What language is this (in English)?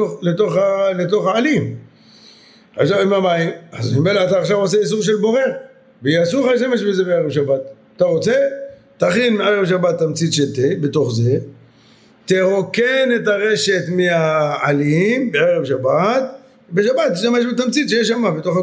Hebrew